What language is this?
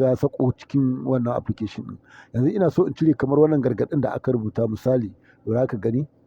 Hausa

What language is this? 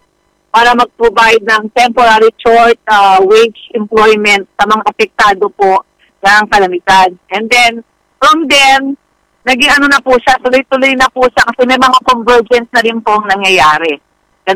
Filipino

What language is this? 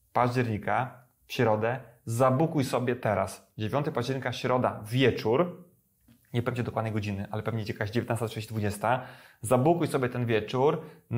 Polish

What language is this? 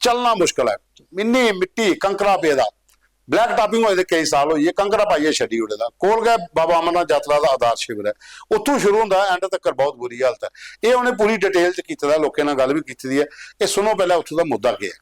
Dogri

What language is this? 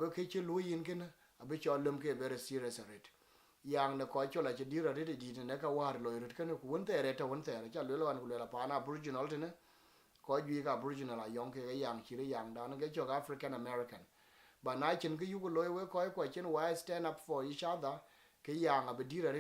Dinka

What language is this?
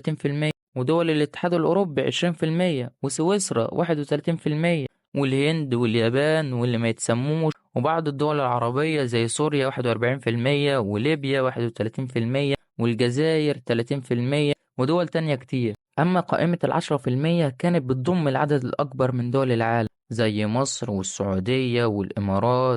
Egyptian Arabic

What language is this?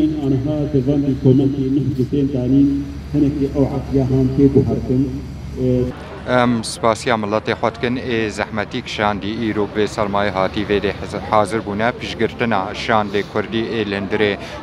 Kurdish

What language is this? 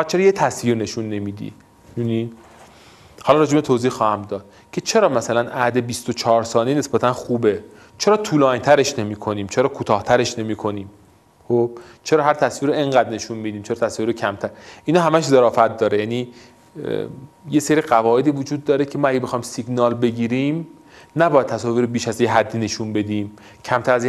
Persian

